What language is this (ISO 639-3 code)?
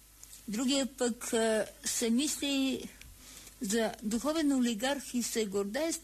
bul